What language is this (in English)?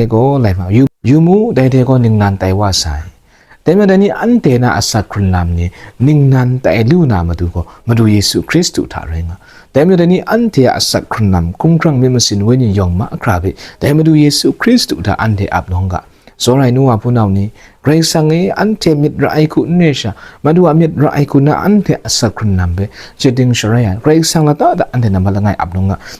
Kachin